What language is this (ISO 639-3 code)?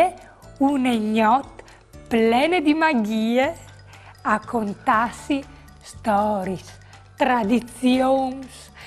fur